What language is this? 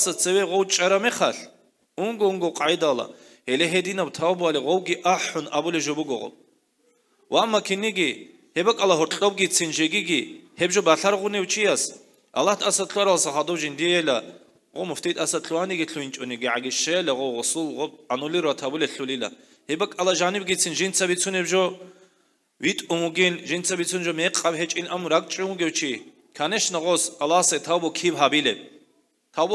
Avaric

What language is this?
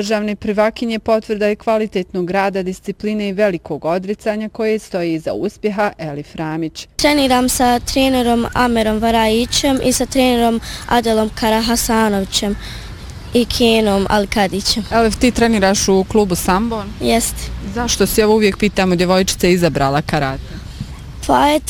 Bosnian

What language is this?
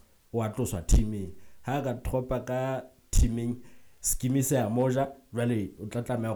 Southern Sotho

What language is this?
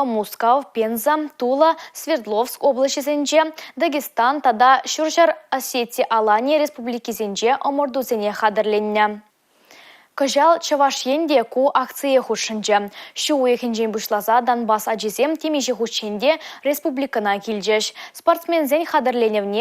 Chuvash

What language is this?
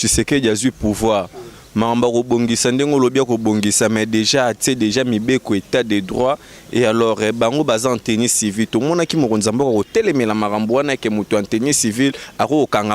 Lingala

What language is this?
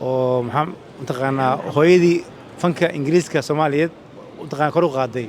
Somali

